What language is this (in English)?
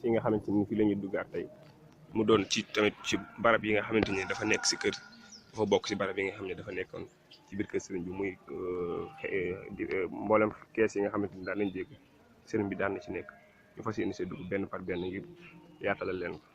Wolof